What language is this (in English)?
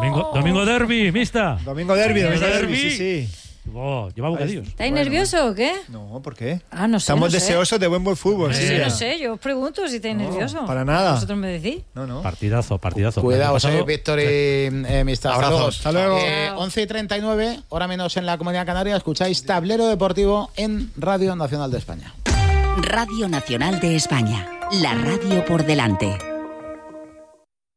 Spanish